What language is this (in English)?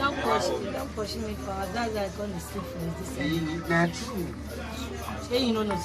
Nigerian Pidgin